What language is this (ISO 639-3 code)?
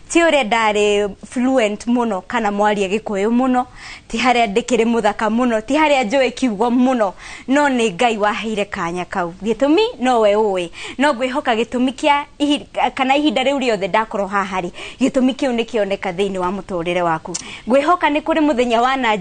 kik